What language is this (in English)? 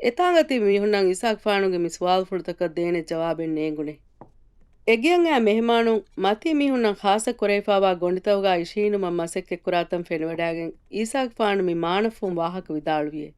Divehi